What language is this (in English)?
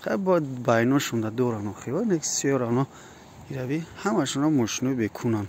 Tajik